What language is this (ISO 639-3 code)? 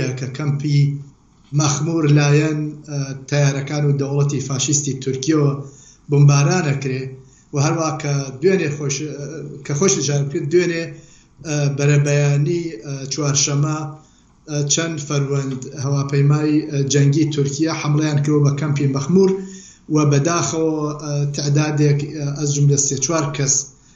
ckb